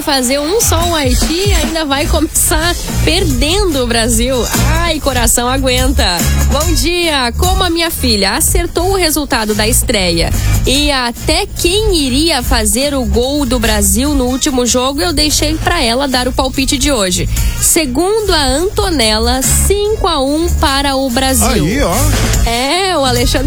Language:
Portuguese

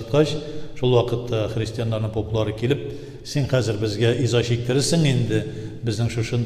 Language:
Tatar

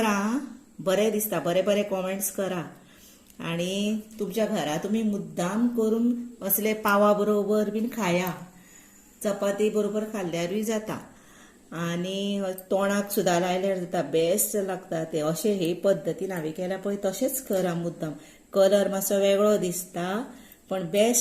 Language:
Konkani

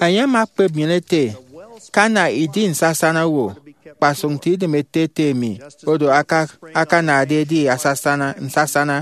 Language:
Efik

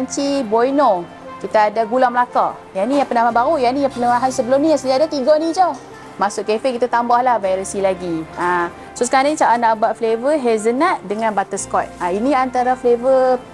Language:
Malay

